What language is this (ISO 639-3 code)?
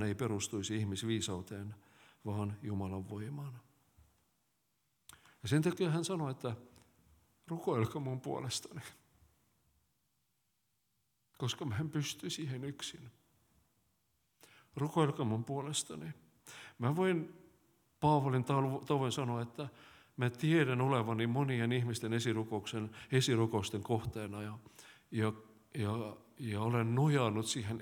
fin